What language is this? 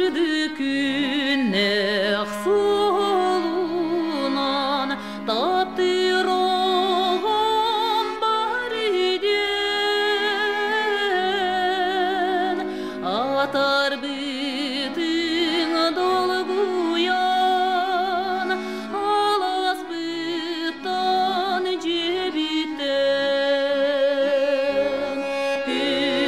Yakut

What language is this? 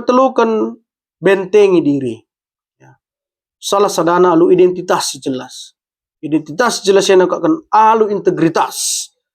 Batak Karo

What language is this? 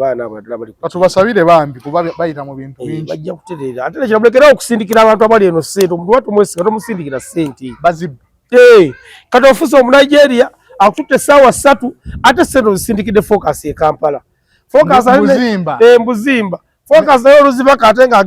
Ganda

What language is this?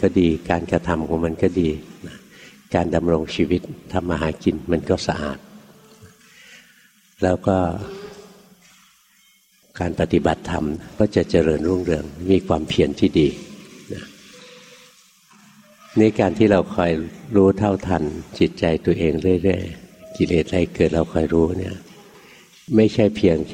Thai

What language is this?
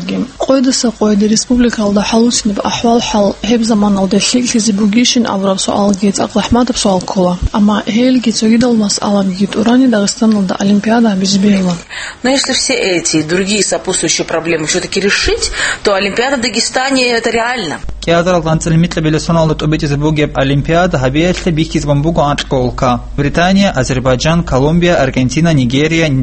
Avaric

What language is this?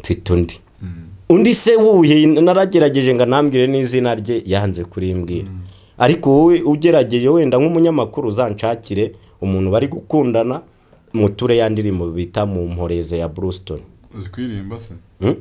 Kinyarwanda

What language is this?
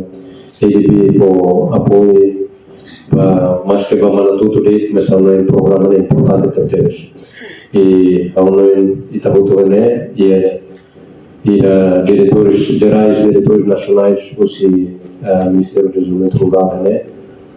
Tetum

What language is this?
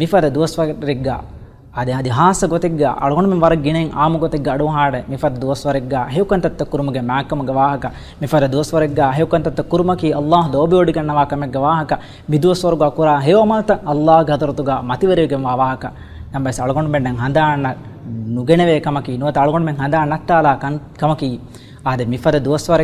Divehi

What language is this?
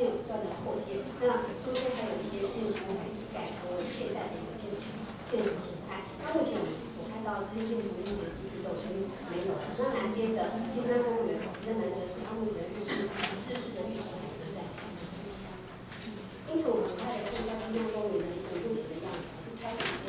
Chinese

